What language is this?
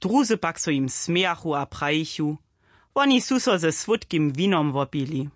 Upper Sorbian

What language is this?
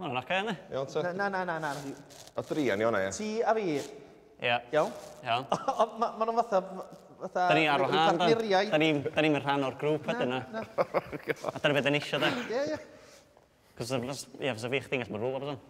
Welsh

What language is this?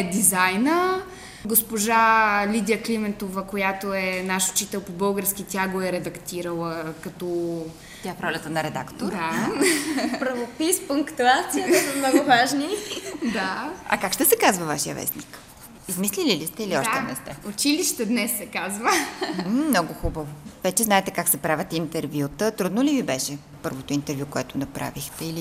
Bulgarian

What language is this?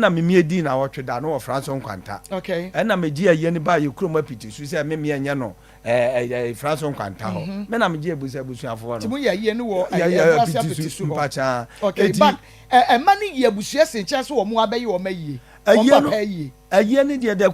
Akan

